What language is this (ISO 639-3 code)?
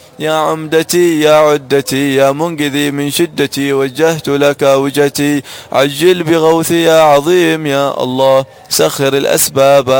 ara